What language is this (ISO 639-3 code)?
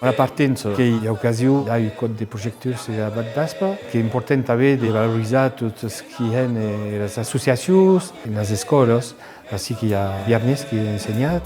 oci